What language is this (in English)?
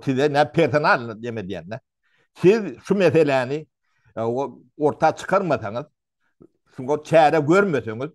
Turkmen